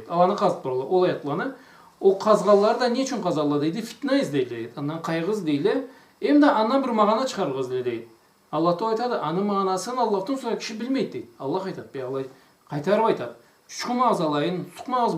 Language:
Karachay-Balkar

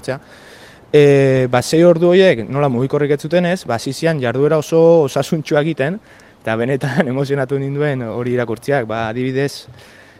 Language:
Basque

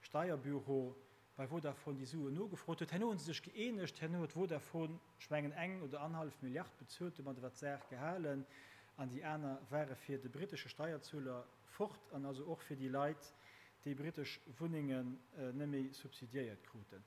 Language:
Luxembourgish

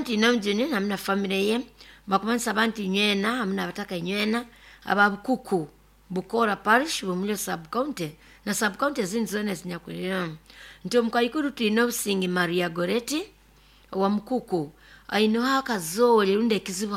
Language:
Nyoro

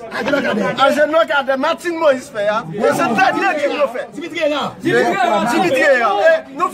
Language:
Haitian Creole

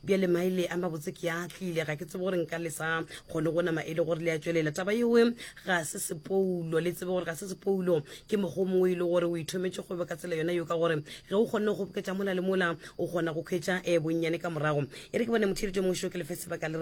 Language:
Northern Sotho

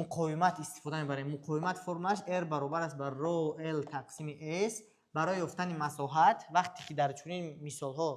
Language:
Tajik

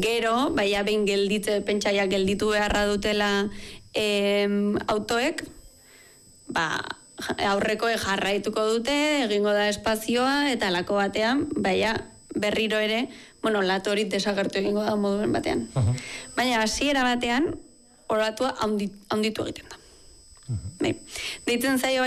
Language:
Basque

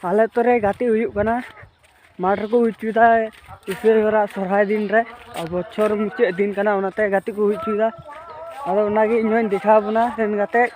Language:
Santali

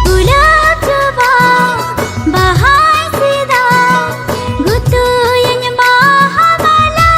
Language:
Santali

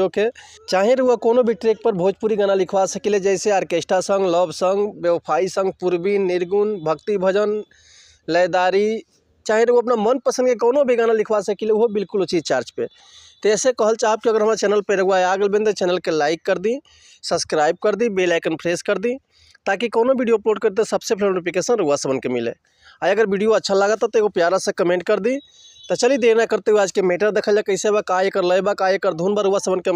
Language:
Bhojpuri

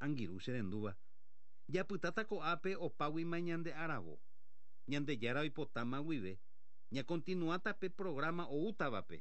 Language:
Guarani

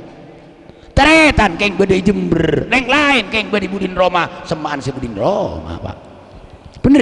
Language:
Madurese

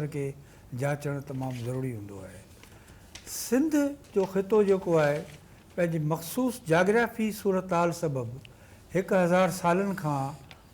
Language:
Sindhi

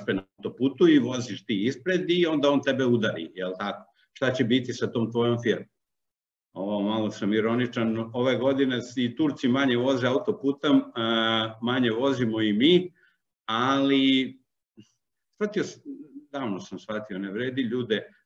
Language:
Serbian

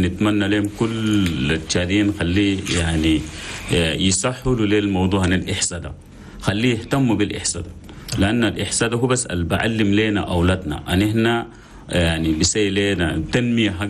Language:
Chadian Arabic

